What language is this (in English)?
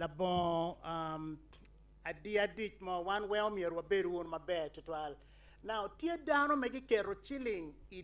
Acoli